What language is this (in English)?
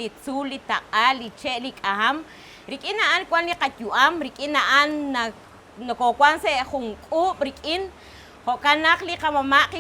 Kekchí